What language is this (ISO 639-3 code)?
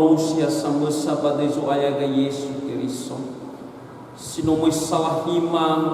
nia